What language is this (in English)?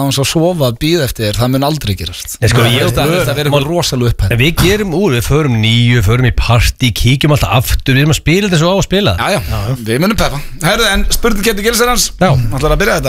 Icelandic